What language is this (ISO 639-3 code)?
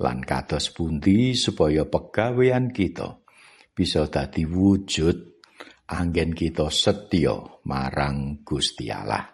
jav